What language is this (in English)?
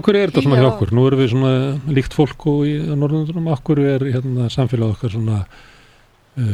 Icelandic